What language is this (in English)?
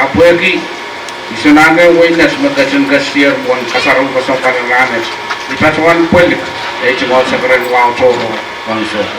Pohnpeian